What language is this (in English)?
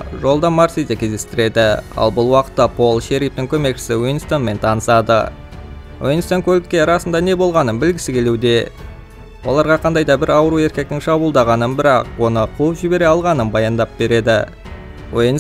Kazakh